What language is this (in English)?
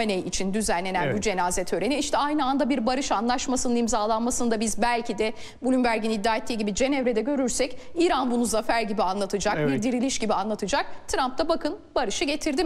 Turkish